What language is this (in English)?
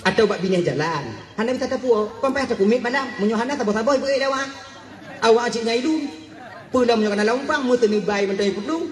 Achinese